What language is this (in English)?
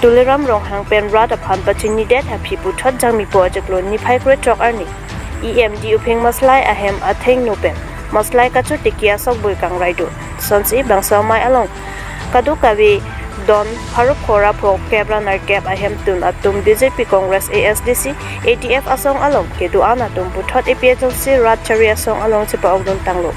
Karbi